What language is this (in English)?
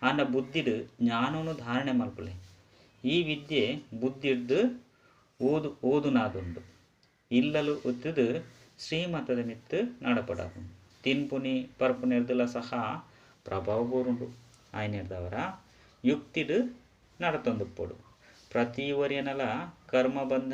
Tulu